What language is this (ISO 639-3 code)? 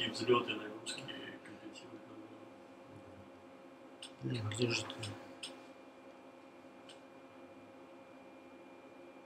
rus